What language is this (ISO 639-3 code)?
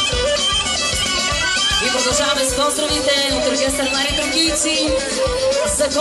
bul